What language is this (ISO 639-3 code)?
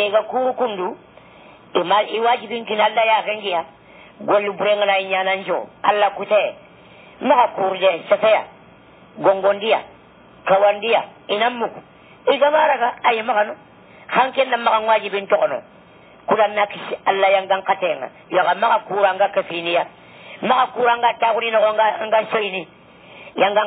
ful